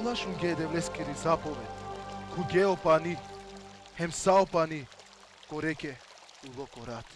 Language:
Balkan Romani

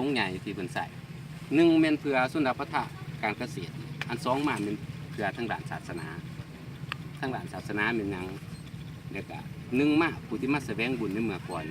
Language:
Lao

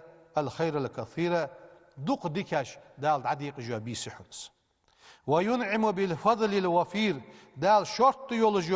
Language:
Ingush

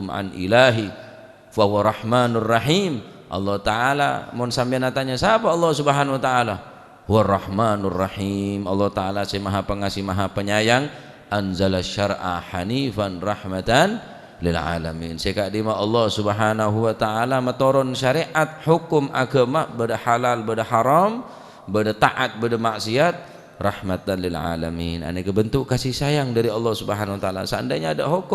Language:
Madurese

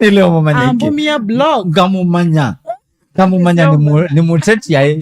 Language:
Kamba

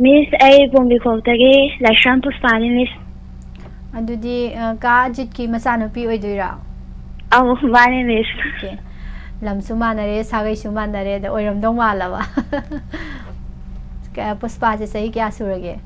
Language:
Manipuri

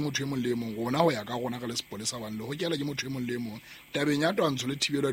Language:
Southern Sotho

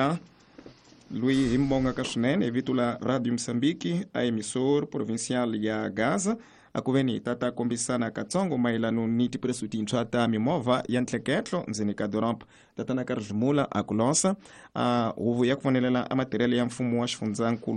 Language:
Tsonga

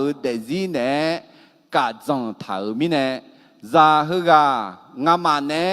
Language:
Akha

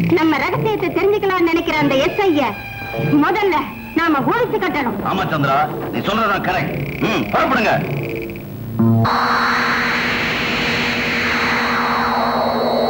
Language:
Tamil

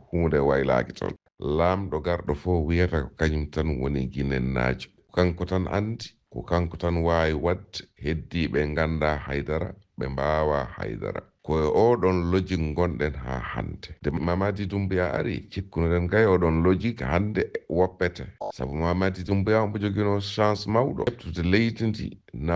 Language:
Fula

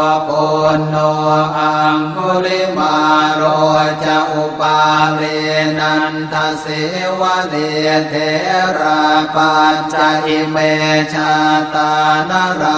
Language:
Pali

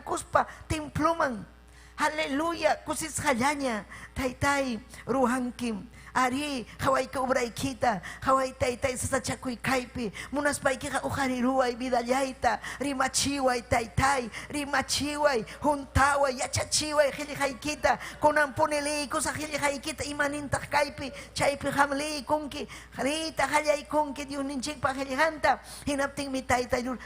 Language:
Ayacucho Quechua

